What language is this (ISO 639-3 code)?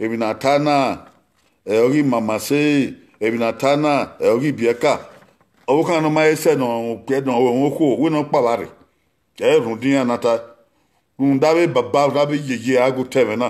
bin